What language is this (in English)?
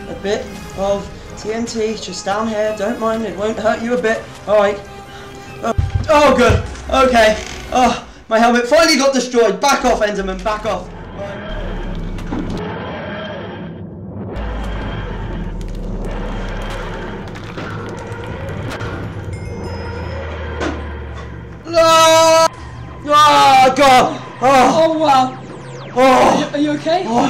English